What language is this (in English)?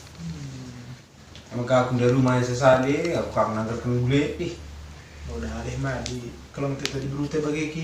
Batak Karo